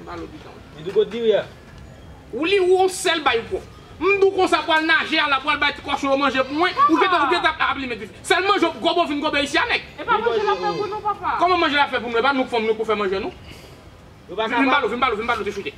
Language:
Haitian Creole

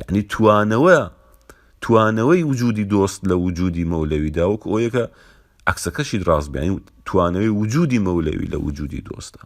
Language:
Central Kurdish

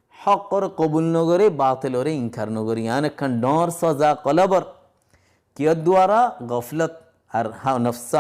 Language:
Rohingya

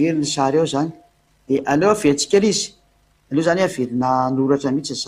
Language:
Malagasy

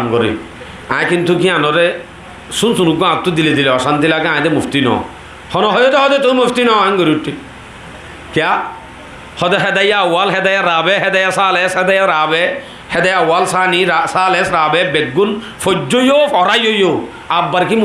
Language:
Rohingya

